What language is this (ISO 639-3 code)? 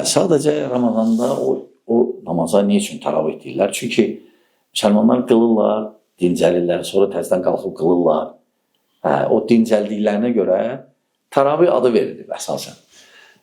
aze